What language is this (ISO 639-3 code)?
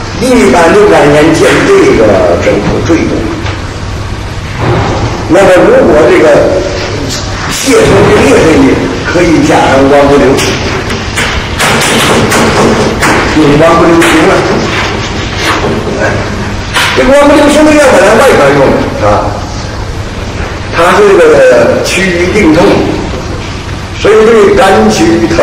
zho